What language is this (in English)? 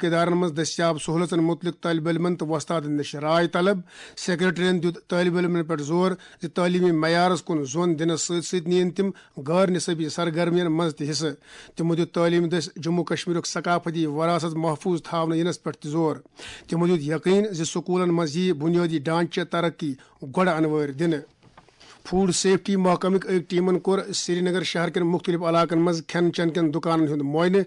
Kashmiri